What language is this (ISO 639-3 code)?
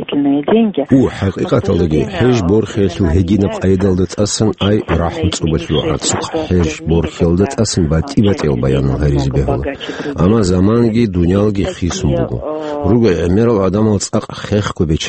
ava